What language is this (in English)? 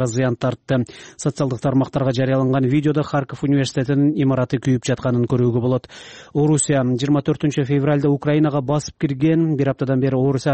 Kyrgyz